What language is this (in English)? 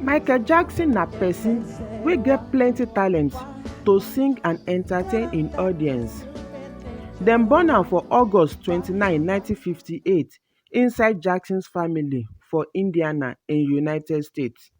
Nigerian Pidgin